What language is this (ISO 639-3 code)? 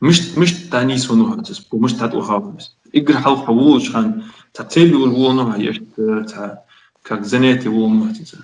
inh